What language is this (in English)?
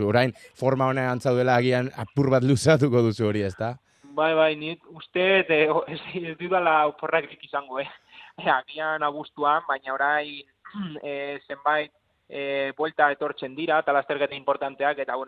Basque